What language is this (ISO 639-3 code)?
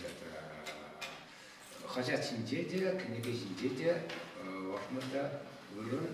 chv